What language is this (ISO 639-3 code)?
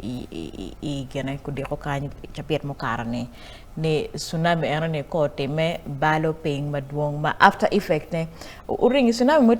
ach